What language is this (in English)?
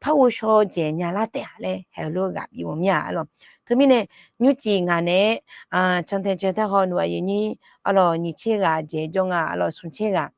Akha